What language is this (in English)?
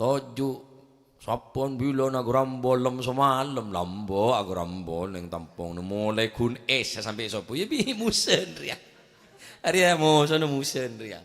Madurese